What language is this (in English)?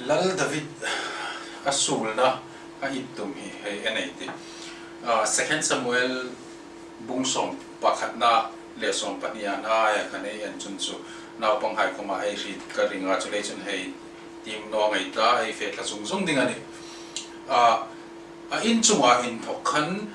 Hmar